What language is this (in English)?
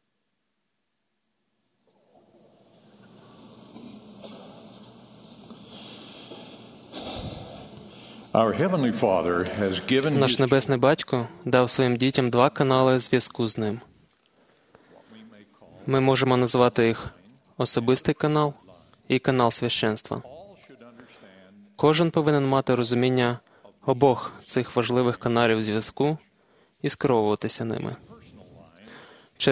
Ukrainian